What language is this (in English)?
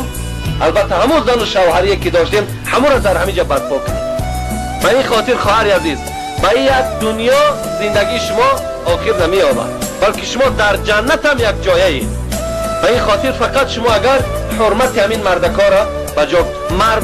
Tajik